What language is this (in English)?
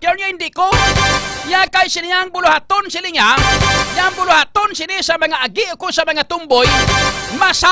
Hiligaynon